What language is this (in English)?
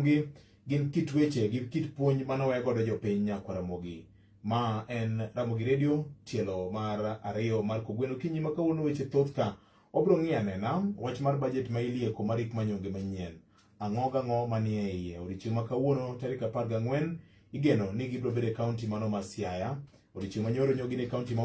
Luo (Kenya and Tanzania)